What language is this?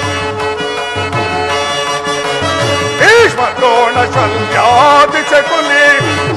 Kannada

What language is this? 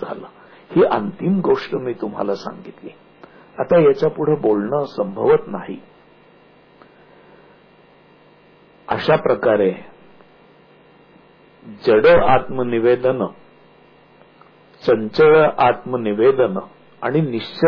Marathi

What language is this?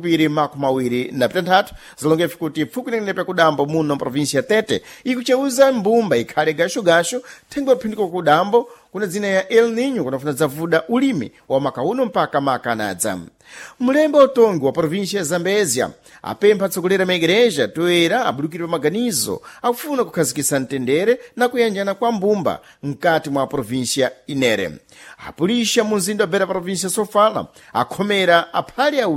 Sena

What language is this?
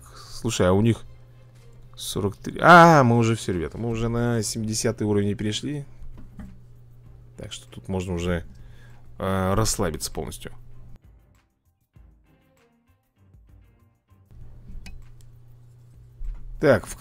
Russian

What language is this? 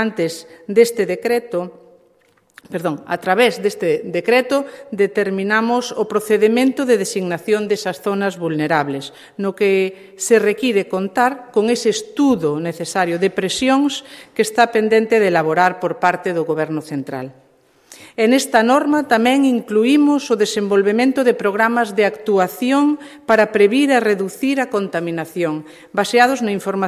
Galician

